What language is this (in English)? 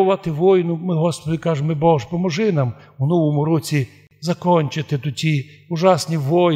Rusyn